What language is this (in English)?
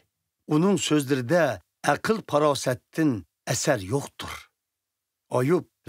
Uyghur